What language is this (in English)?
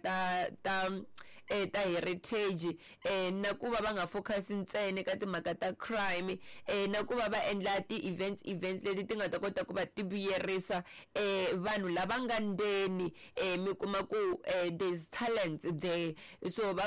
Tsonga